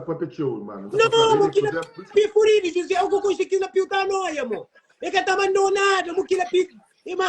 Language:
Kabuverdianu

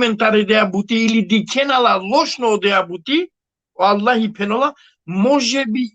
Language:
Balkan Romani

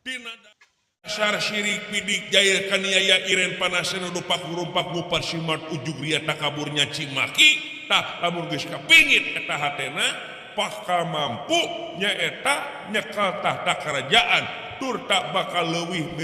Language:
Sundanese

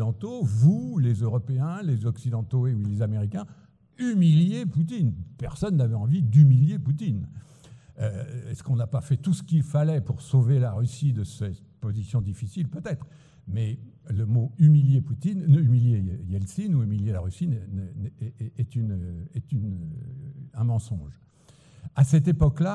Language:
French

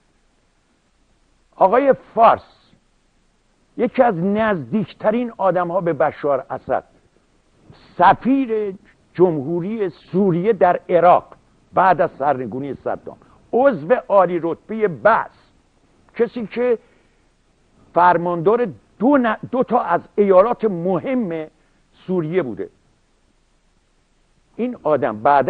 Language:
Persian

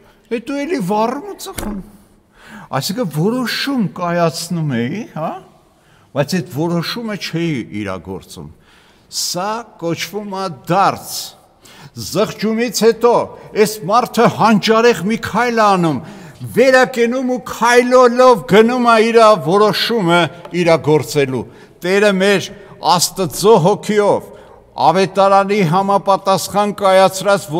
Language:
Armenian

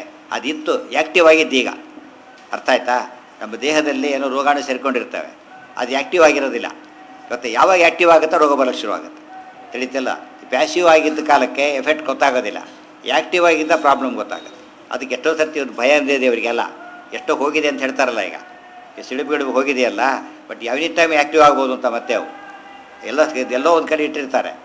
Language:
Kannada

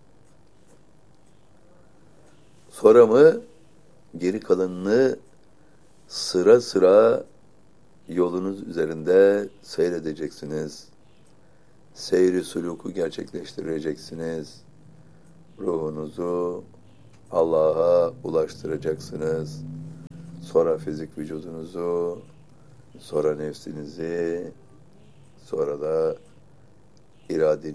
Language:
Turkish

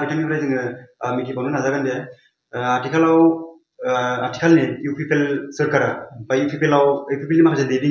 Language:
Bodo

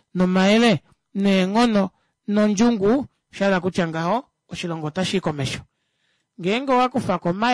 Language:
Kuanyama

